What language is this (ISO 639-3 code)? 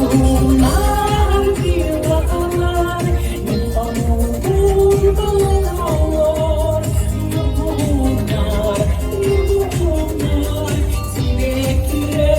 sah